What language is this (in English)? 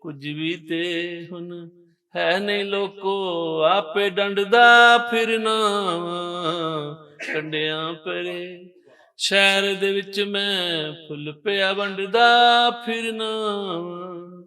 Western Panjabi